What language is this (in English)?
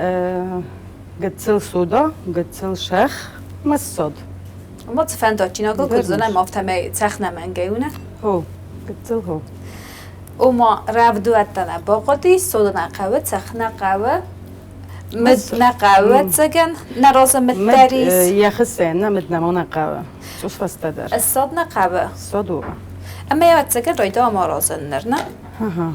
Ossetic